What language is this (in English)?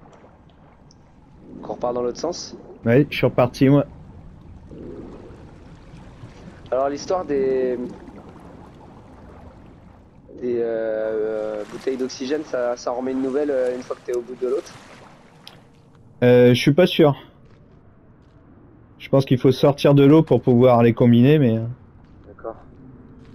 French